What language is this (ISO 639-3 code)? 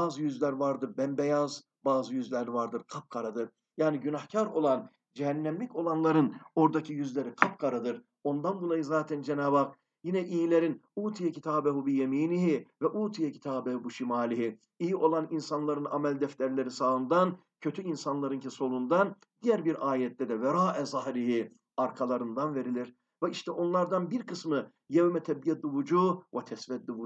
tur